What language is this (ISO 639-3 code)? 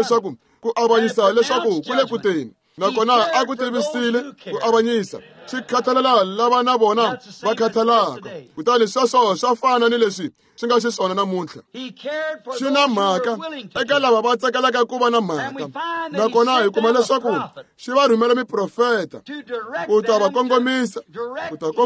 tso